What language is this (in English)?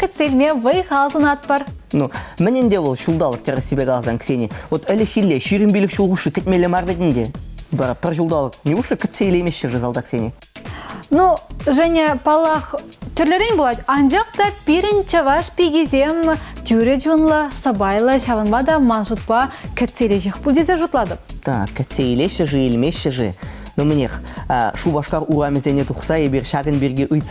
Chuvash